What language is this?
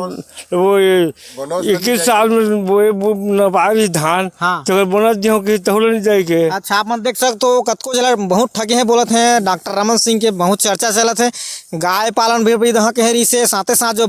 Chhattisgarhi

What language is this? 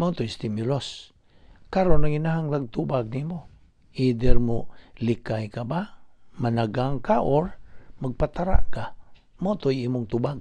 Cebuano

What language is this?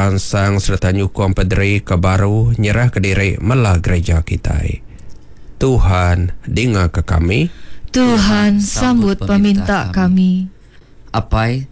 Iban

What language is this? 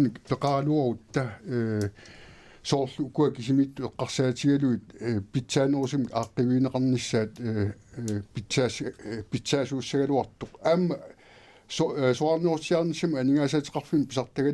Kalaallisut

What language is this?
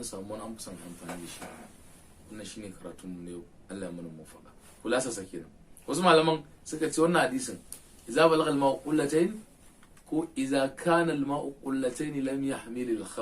Hausa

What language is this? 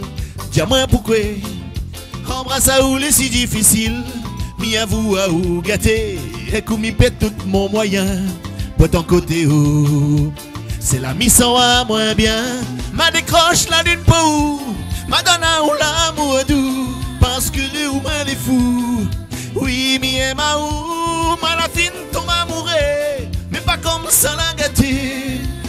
Réunion Creole French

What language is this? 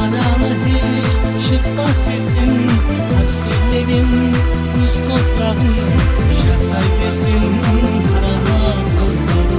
Kara-Kalpak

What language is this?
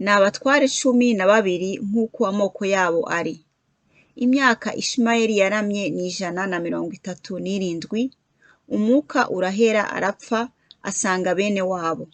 Kinyarwanda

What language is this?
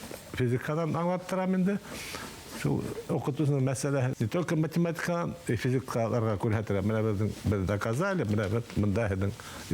Bashkir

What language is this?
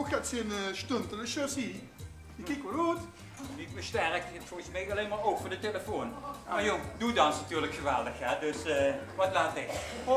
Limburgish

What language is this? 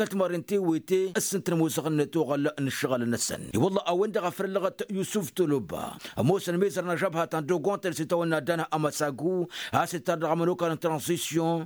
Tamasheq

